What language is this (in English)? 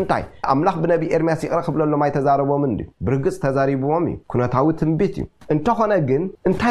Tigrinya